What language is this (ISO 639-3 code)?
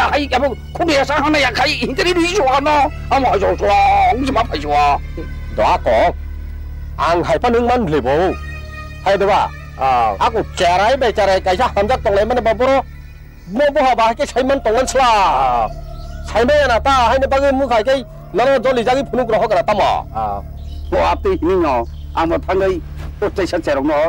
trp